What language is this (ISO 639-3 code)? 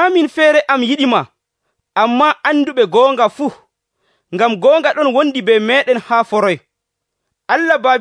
fuv